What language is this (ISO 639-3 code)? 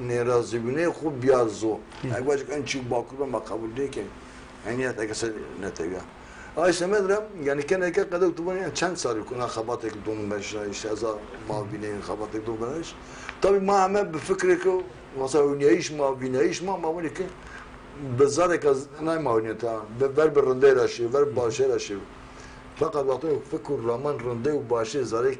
zza